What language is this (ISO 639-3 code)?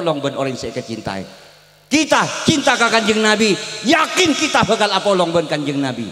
mad